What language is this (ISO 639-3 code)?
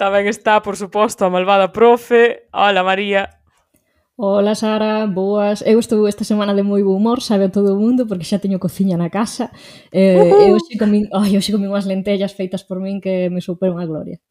glg